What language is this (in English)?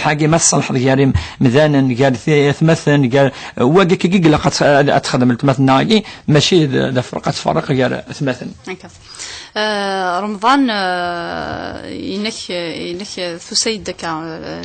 Kabyle